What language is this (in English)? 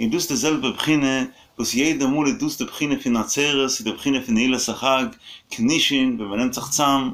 Yiddish